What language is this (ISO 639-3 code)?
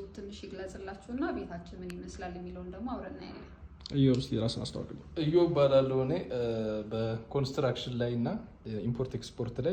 amh